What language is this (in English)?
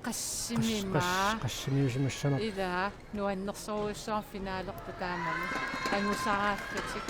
Kalaallisut